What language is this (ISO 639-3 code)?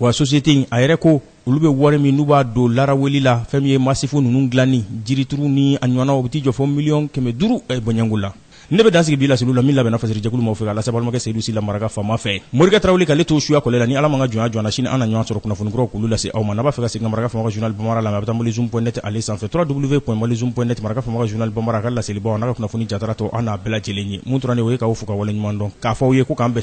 bam